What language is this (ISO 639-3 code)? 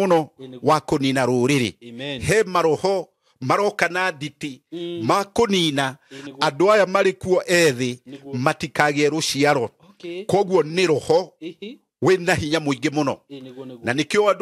kik